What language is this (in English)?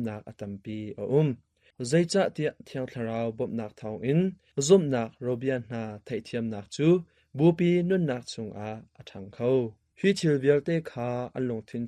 Hakha Chin